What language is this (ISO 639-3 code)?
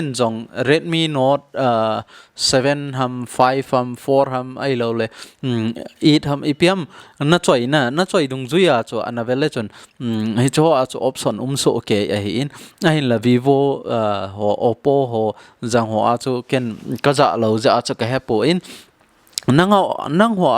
tcz